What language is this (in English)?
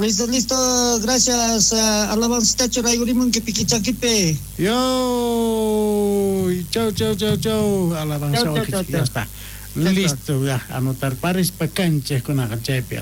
South Bolivian Quechua